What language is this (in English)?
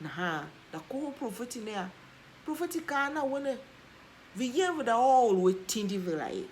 Tiv